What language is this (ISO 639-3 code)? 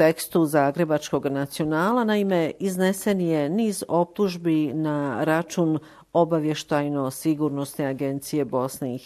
bos